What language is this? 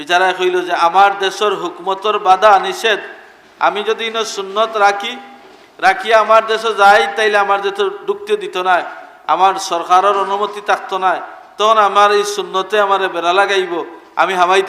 Sylheti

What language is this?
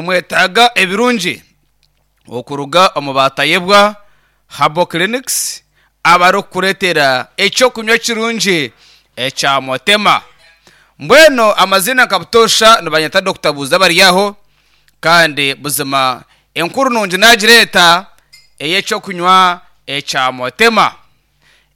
Nyankole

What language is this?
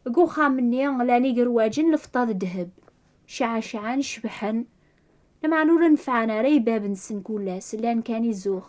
Kabyle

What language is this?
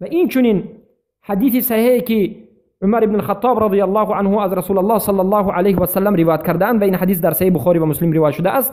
Tajik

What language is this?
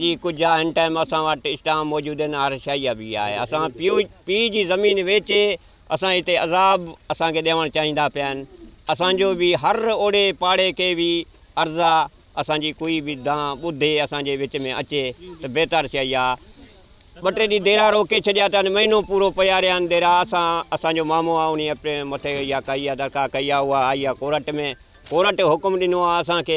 Sindhi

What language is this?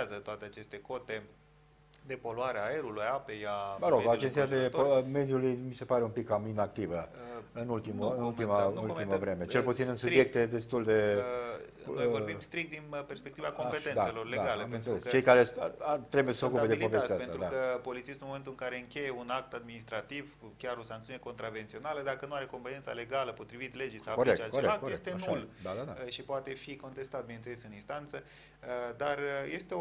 Romanian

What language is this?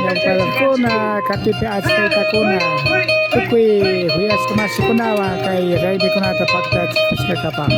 Imbabura Highland Quichua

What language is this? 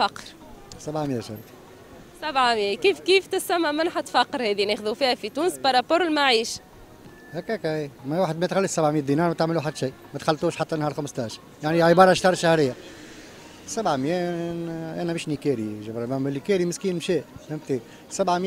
Tunisian Arabic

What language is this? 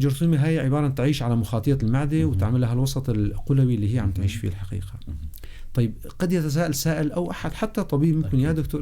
North Levantine Arabic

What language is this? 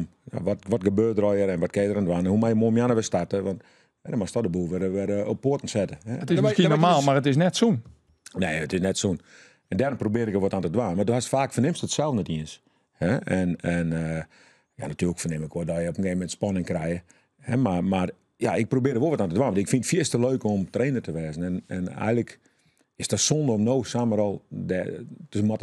Western Frisian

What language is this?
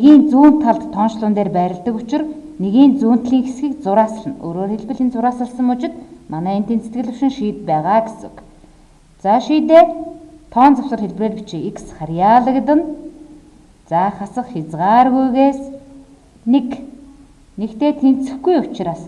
Mongolian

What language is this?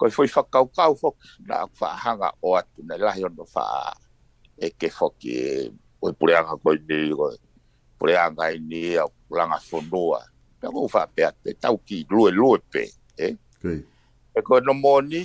Tongan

